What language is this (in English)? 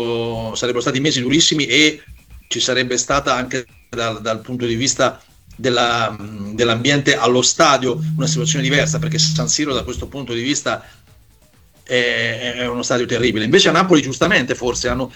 Italian